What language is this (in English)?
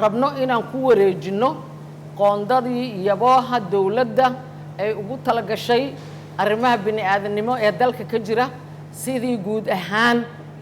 Somali